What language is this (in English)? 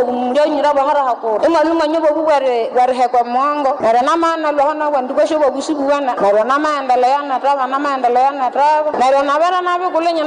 Nande